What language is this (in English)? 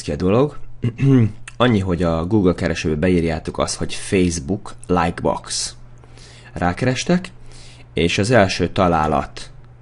Hungarian